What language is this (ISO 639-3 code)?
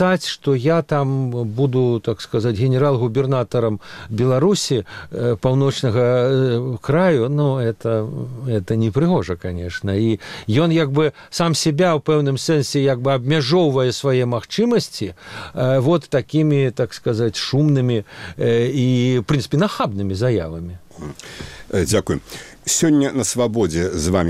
bel